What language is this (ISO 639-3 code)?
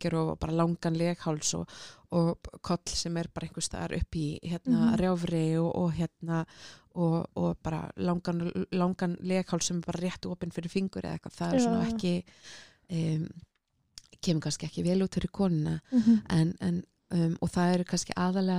isl